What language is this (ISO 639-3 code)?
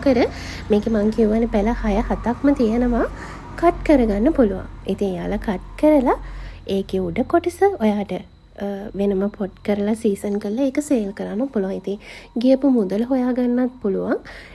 sin